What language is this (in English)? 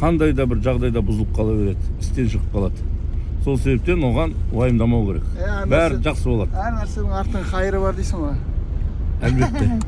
Kazakh